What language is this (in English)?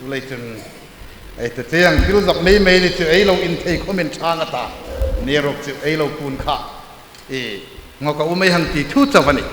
Hmar